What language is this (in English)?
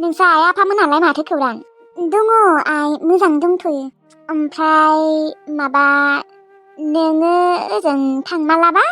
Bodo